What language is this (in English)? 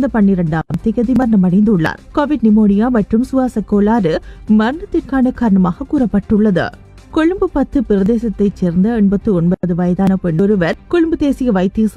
Tamil